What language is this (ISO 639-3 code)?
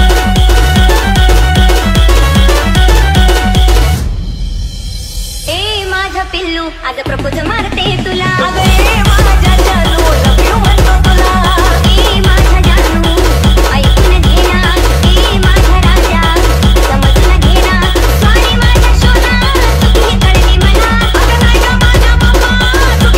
mar